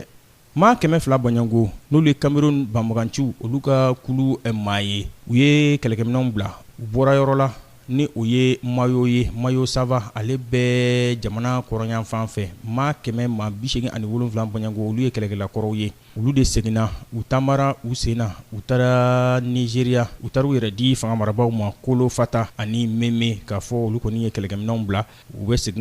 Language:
Bambara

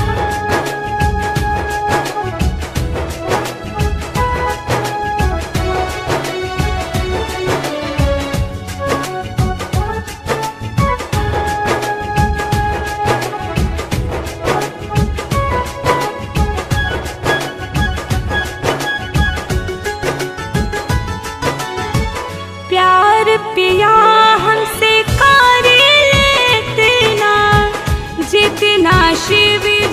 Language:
Bhojpuri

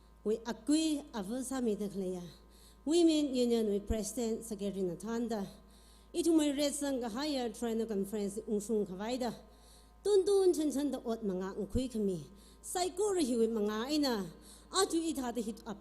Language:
Tangkhul Naga (India)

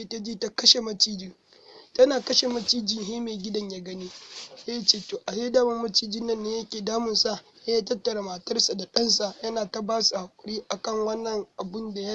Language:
Hausa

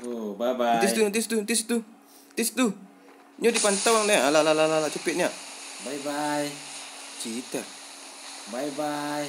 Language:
Minangkabau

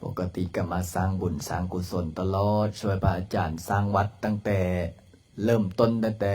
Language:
Lao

